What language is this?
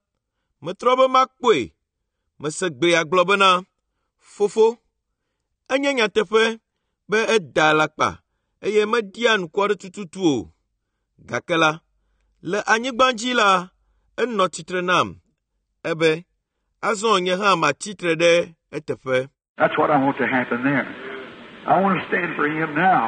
Ewe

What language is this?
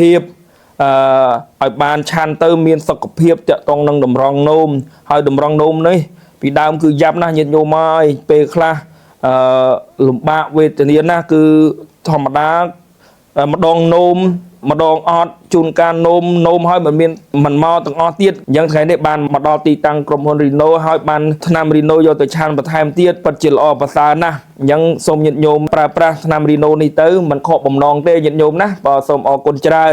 Khmer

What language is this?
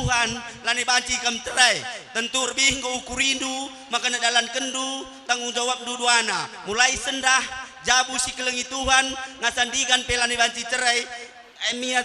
Batak Karo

